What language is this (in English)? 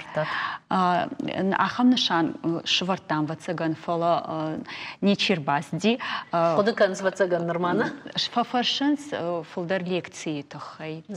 Ossetic